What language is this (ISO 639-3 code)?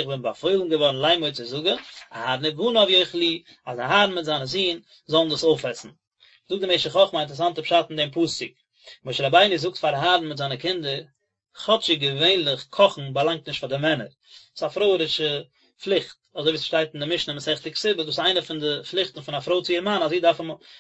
yid